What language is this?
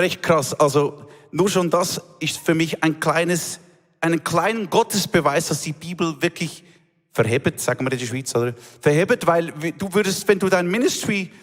Swiss German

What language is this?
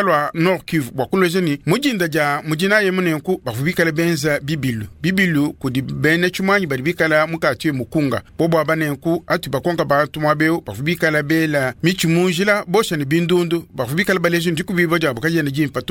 Luba-Lulua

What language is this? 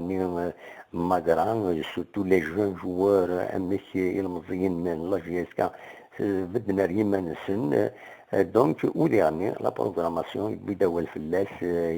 Kabyle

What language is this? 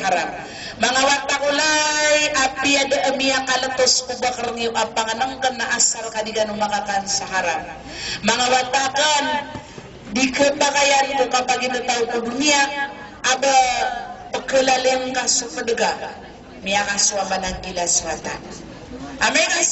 Maranao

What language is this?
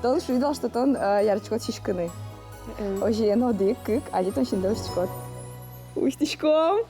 Udmurt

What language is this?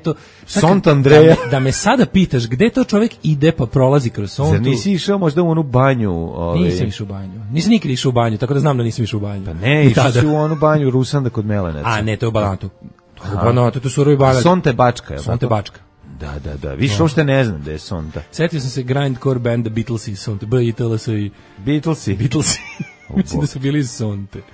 Serbian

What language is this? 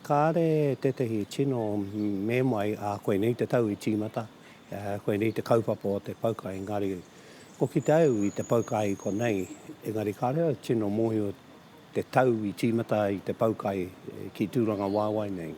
Māori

